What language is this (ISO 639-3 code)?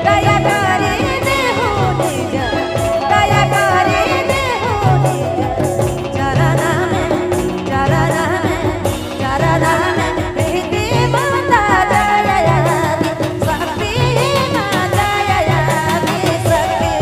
sck